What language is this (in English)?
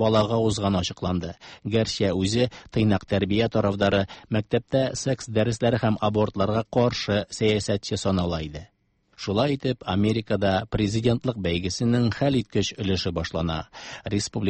Tatar